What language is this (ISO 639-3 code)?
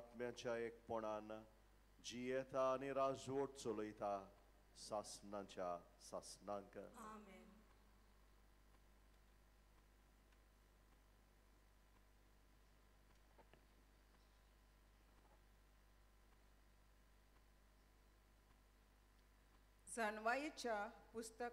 kok